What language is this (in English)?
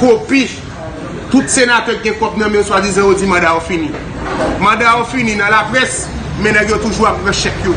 Haitian Creole